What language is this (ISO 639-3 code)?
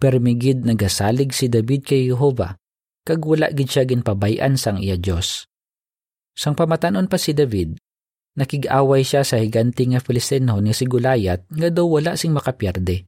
hil